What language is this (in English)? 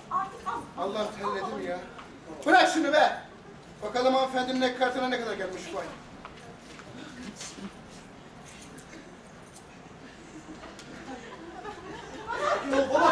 Turkish